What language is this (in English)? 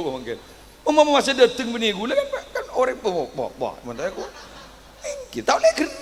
Madurese